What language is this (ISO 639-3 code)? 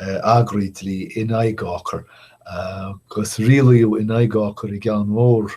gle